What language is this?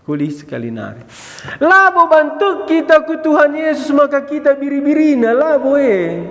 Batak Karo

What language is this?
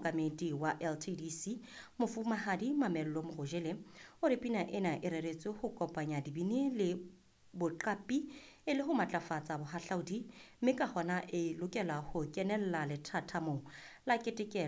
Southern Sotho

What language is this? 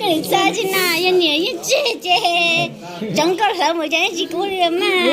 Hmong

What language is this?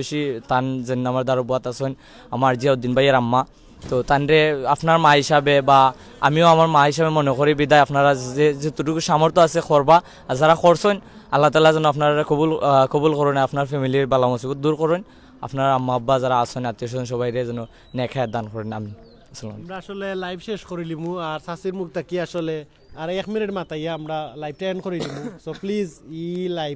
Sylheti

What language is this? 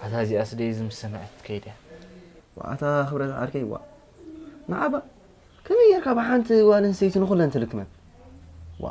Tigrinya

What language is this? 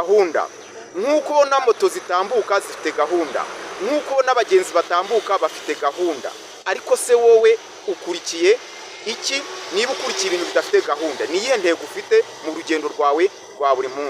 Kinyarwanda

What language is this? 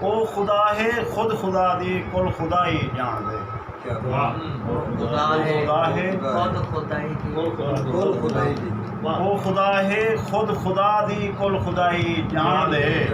Saraiki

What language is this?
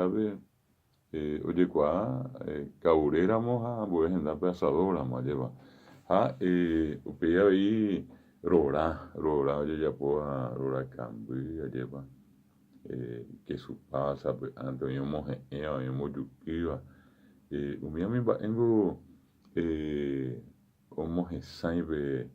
Guarani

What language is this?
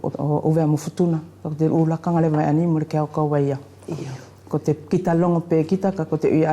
Wallisian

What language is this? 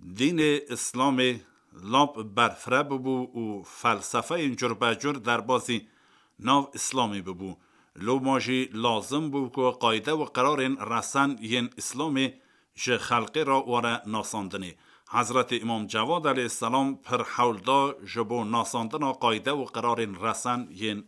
Kurdish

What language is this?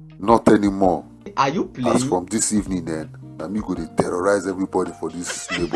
Nigerian Pidgin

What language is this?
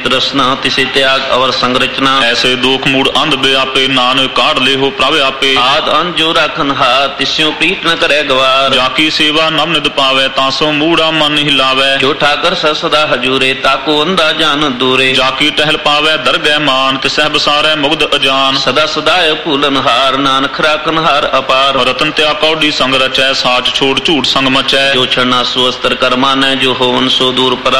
Punjabi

